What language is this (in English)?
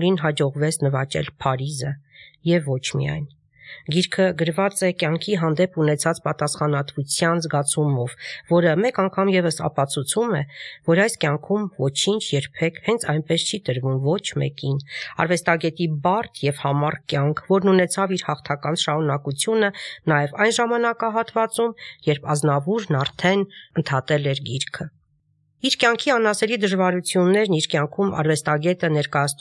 Armenian